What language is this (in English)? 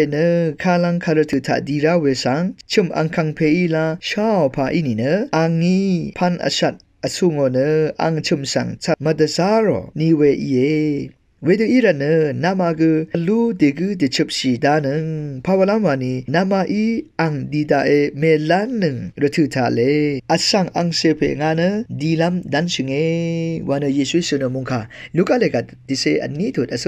Rawang